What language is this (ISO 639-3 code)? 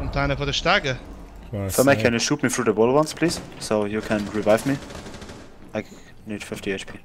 gsw